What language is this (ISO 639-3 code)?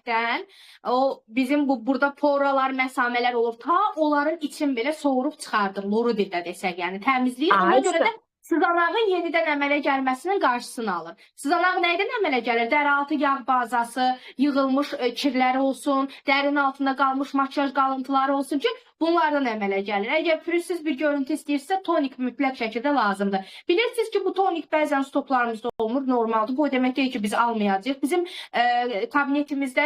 aze